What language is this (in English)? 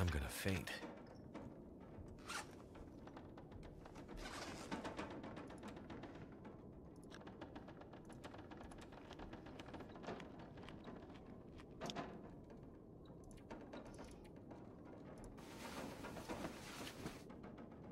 Korean